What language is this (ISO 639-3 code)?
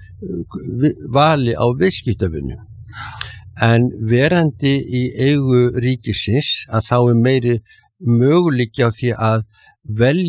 isl